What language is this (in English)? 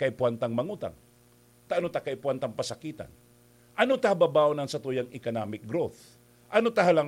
Bikol